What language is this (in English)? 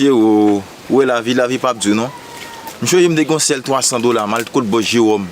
Haitian Creole